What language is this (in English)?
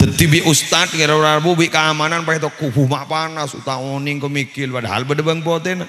Madurese